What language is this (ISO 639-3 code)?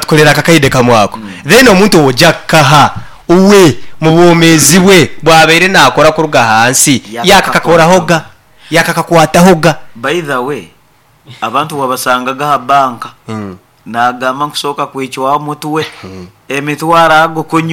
nyn